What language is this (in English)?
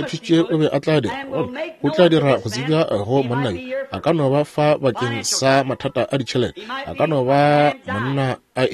Northern Sotho